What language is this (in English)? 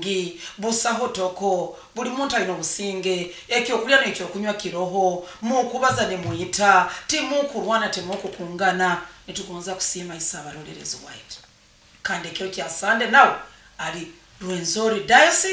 Nyoro